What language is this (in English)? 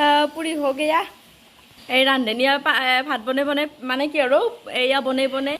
Assamese